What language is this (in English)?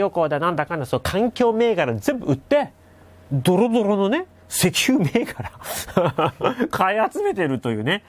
Japanese